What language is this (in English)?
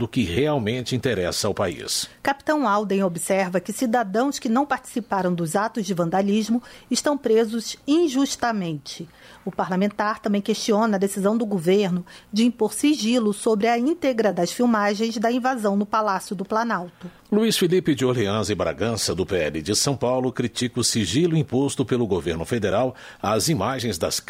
Portuguese